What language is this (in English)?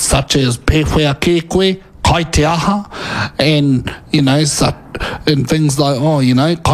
Māori